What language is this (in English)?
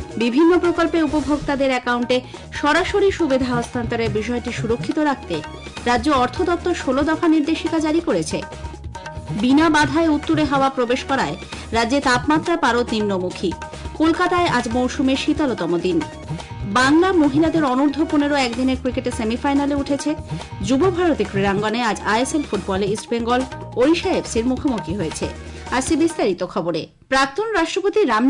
Bangla